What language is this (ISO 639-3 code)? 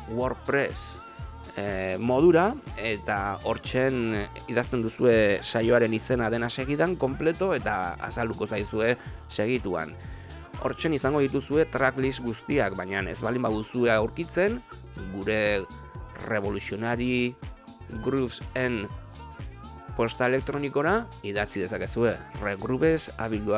eus